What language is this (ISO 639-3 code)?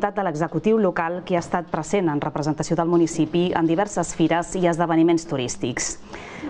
cat